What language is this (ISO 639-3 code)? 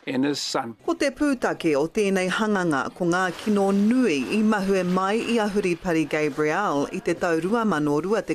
mri